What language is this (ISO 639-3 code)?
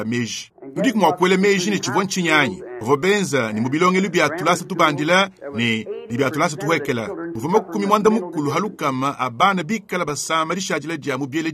lua